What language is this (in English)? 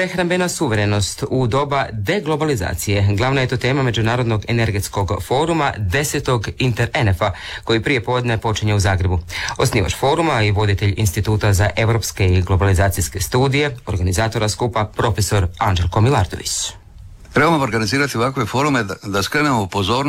Croatian